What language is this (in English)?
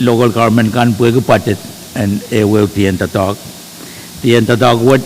Pohnpeian